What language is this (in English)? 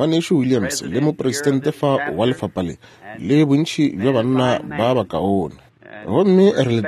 Northern Sotho